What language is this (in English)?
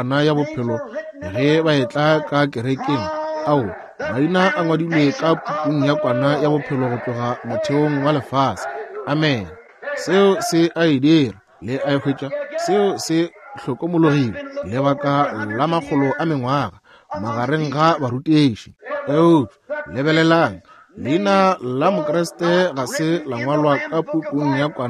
Northern Sotho